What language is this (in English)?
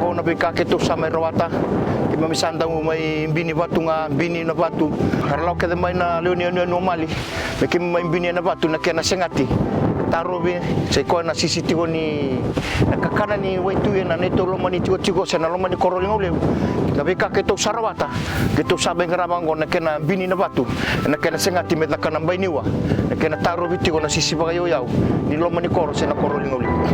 Fijian